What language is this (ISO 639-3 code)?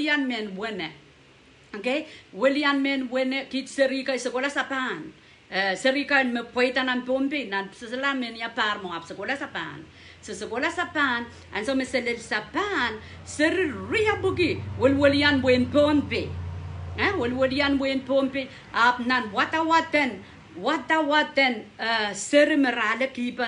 pon